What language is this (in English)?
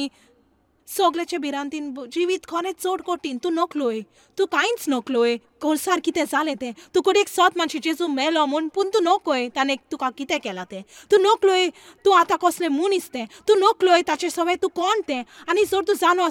Konkani